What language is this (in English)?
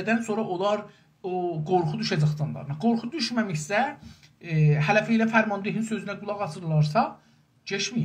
South Azerbaijani